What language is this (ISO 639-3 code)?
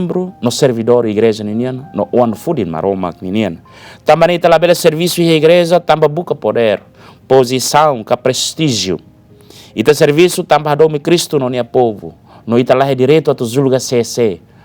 tet